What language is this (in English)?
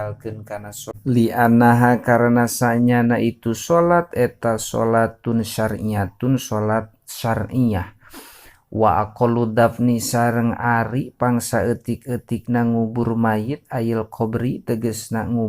Sundanese